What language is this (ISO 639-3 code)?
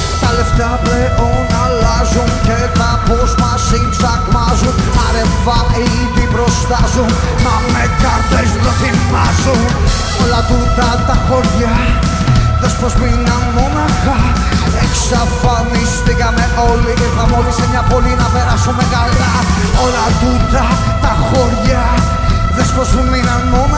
ell